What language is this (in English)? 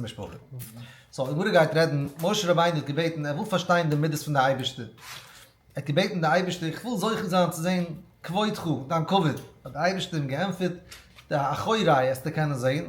Yiddish